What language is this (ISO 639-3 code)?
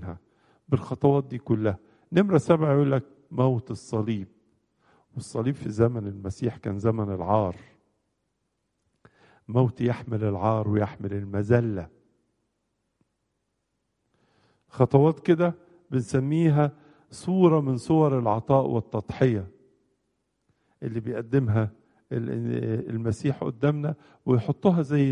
arz